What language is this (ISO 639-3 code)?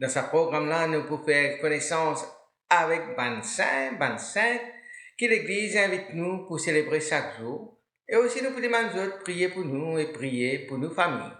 mfe